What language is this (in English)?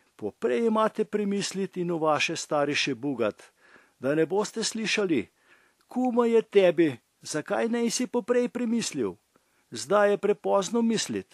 Slovenian